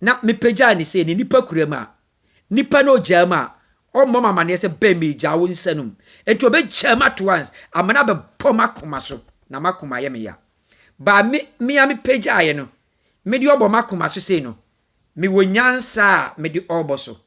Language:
Akan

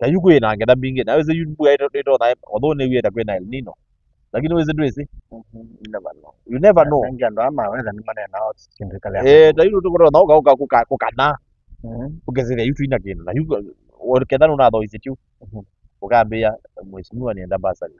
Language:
Kamba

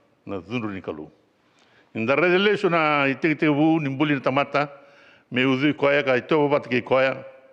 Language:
Fijian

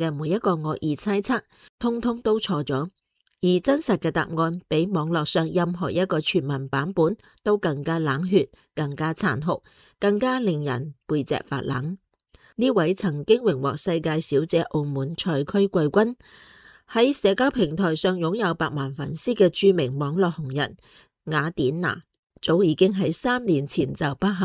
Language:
Cantonese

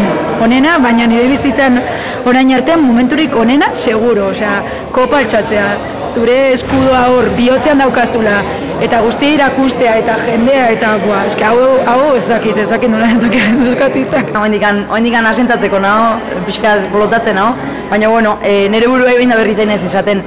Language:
Basque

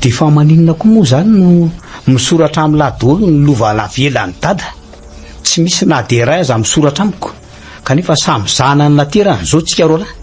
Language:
Malagasy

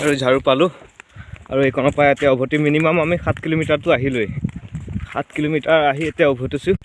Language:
Assamese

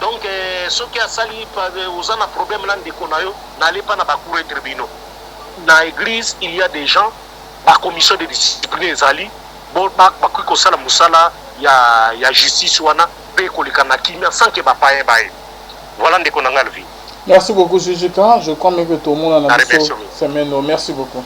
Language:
Lingala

